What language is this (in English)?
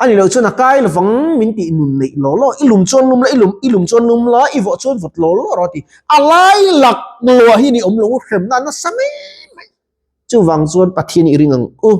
Mizo